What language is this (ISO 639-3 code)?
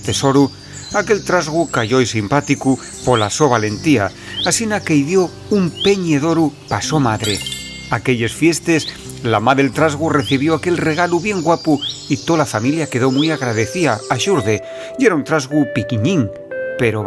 ast